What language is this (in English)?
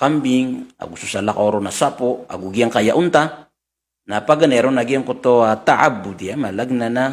Maranao